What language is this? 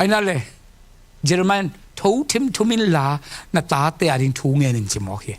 Tedim Chin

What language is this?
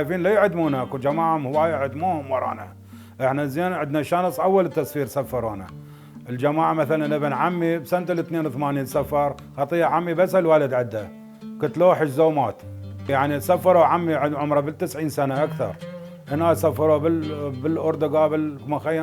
Mesopotamian Arabic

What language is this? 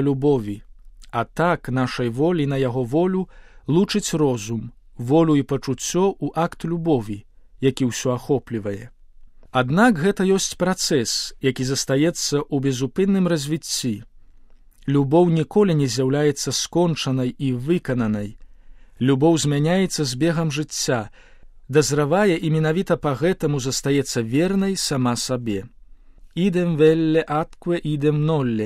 Belarusian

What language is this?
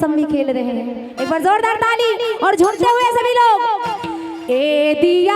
Chhattisgarhi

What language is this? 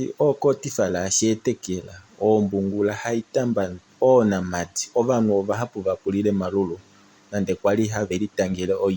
Kuanyama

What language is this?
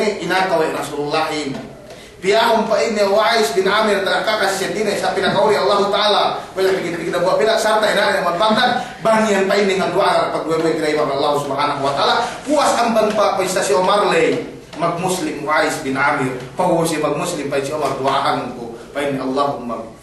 Yakan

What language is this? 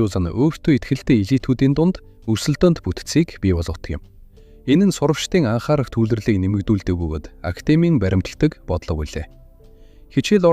Mongolian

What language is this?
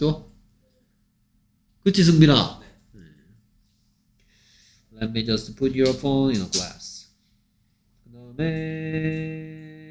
Korean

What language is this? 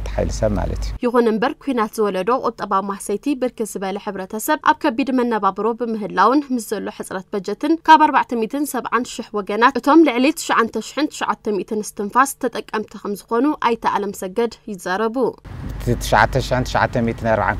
Tigrinya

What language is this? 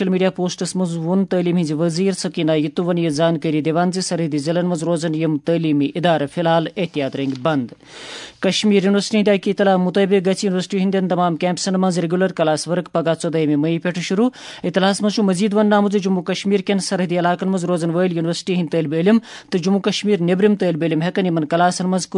Kashmiri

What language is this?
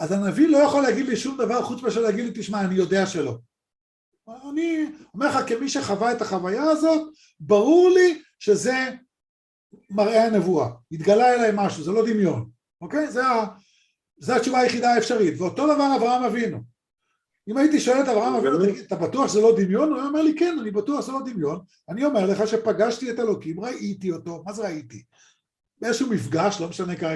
Hebrew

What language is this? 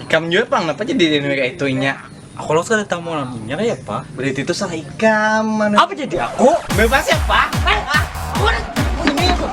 Banjar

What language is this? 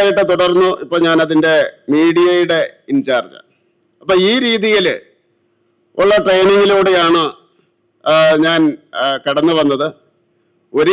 Malayalam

